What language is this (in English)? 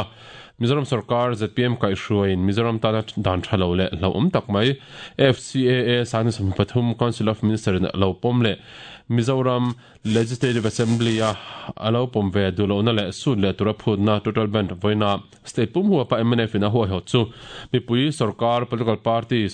Mizo